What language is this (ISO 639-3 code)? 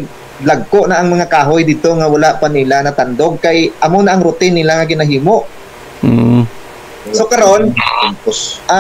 hil